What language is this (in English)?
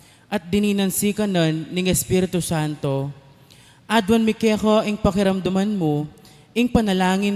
Pampanga